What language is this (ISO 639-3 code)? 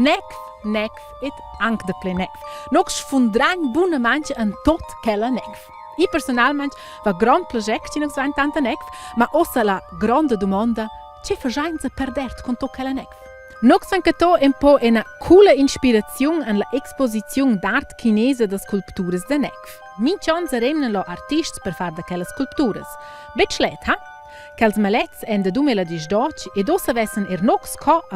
roh